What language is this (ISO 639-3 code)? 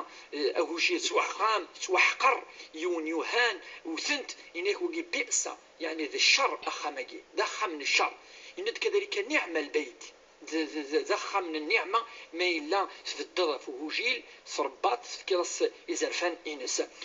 kab